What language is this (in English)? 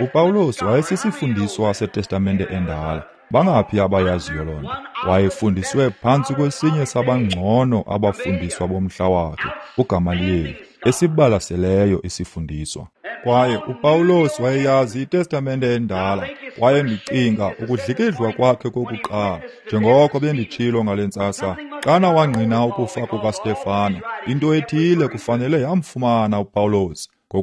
Xhosa